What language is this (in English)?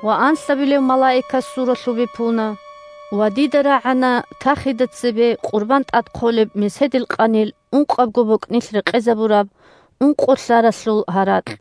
Avaric